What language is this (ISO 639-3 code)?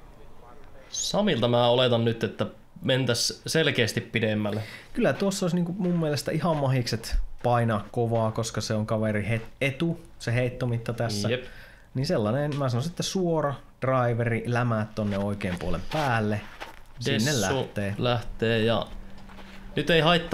fin